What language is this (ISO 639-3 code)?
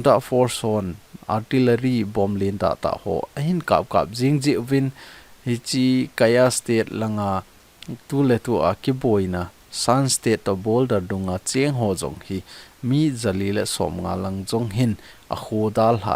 tcz